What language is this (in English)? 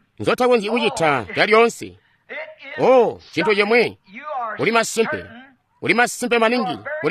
Tonga (Zambia)